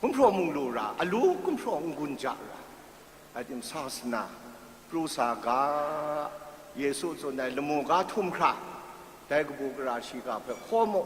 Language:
Kachin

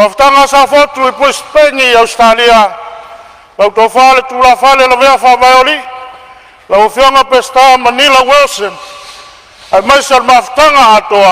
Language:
Samoan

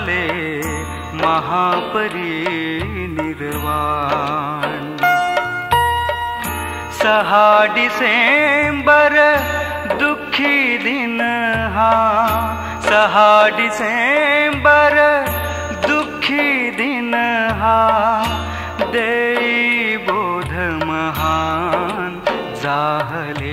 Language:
Marathi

